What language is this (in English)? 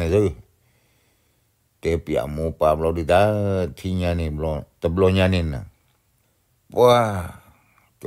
S'gaw Karen